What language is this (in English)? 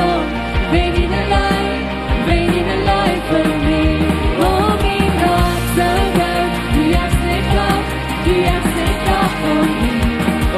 Plautdietsch